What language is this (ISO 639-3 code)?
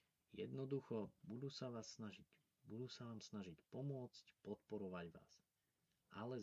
slk